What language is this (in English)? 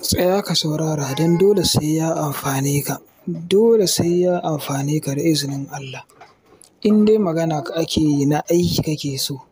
Hausa